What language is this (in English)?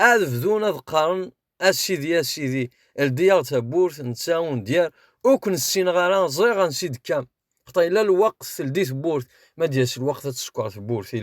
Kabyle